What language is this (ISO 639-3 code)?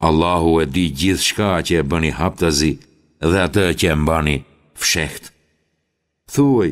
sqi